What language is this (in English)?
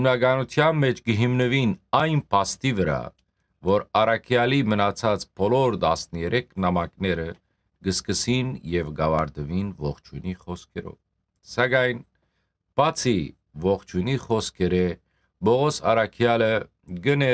Western Armenian